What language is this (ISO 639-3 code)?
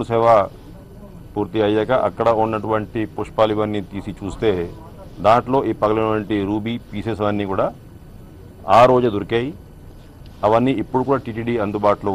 tel